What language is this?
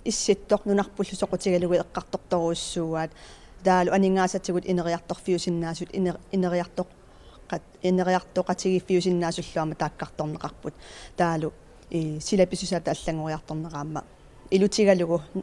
Kalaallisut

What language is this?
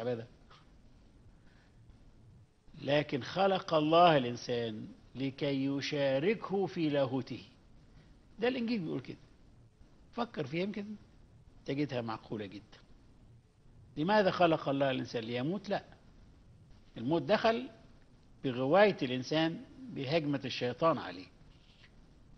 Egyptian Arabic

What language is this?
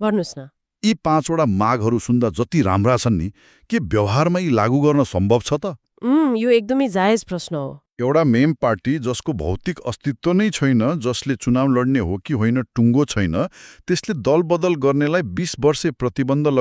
Nepali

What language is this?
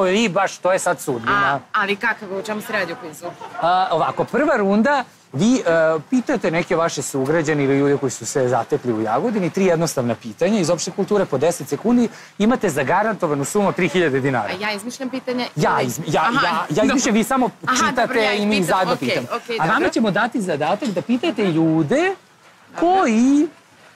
Serbian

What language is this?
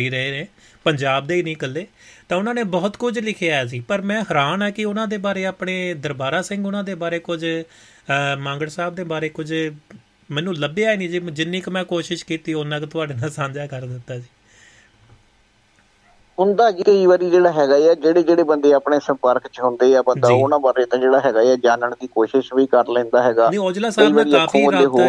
Punjabi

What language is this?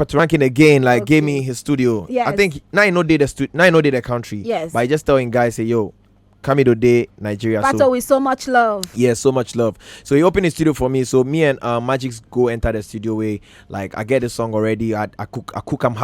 Nigerian Pidgin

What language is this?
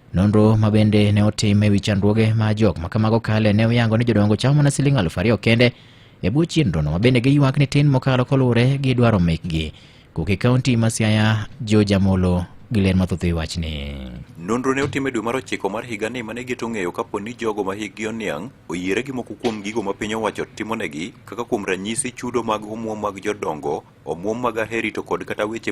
Luo (Kenya and Tanzania)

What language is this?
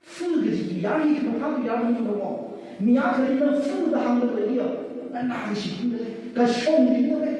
Tangkhul Naga (India)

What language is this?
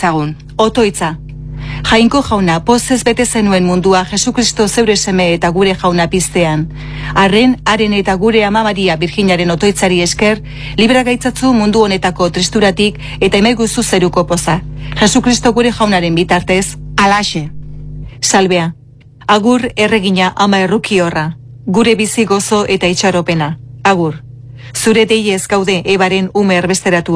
Basque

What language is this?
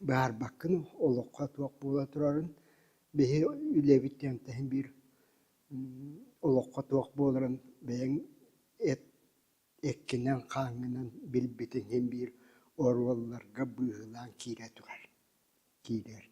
Yakut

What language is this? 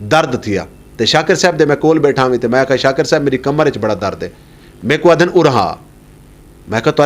Saraiki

